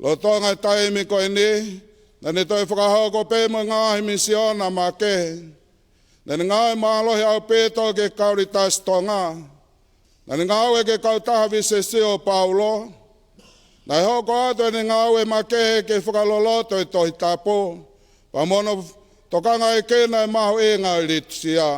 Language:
Tongan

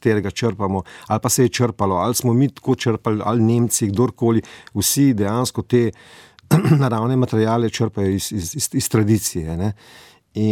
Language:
Slovenian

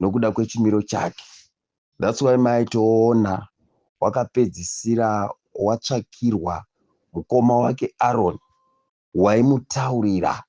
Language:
Shona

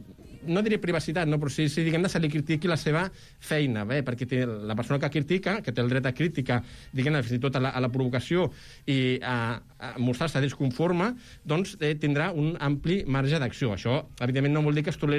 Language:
Catalan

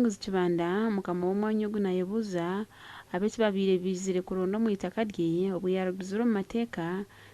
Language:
Nyankole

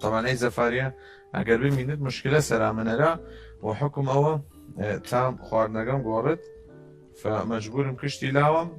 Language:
Southern Kurdish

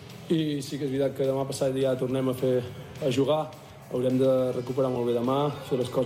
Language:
Catalan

